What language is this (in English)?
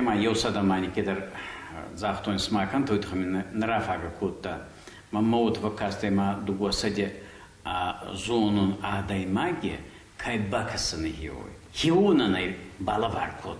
Ossetic